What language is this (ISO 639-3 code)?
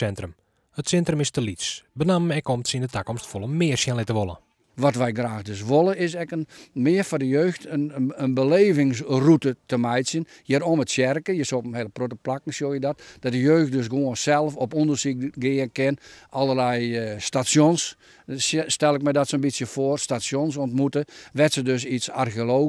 fry